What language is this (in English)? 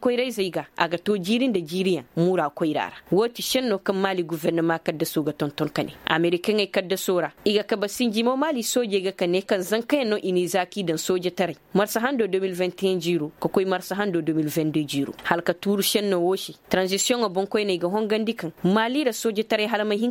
Koyraboro Senni